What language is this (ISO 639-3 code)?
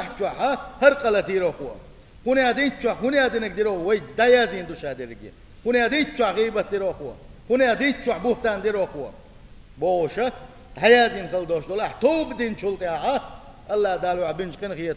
che